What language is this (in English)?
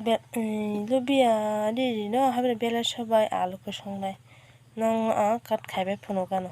Kok Borok